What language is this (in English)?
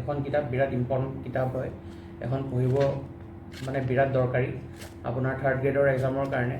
Assamese